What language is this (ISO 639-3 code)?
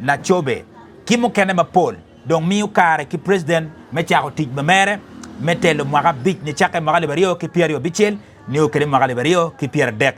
ach